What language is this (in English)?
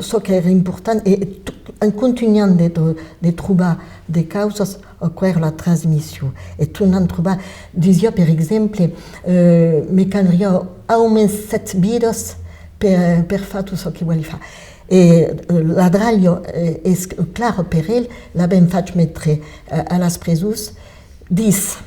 Occitan